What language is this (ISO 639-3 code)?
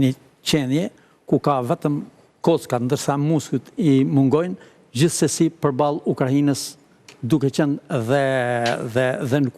sqi